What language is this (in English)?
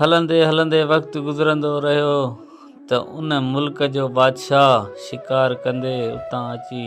Sindhi